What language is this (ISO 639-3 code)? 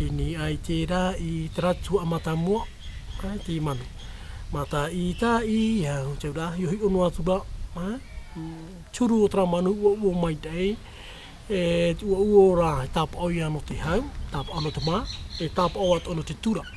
tah